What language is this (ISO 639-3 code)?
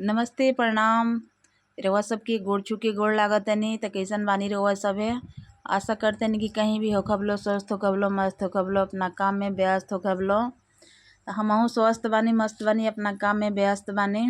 bho